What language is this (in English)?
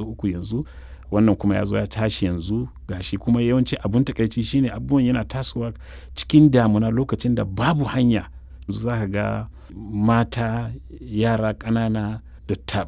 Hausa